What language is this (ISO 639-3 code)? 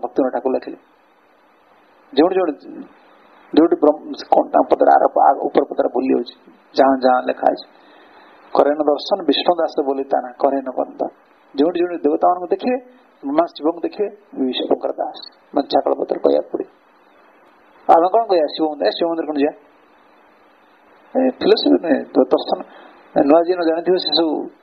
ori